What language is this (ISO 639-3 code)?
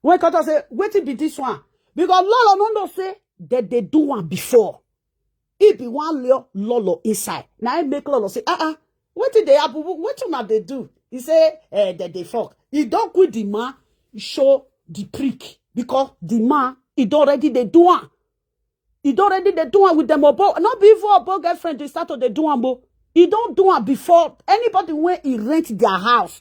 pcm